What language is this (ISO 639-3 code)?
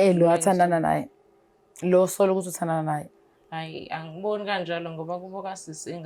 zul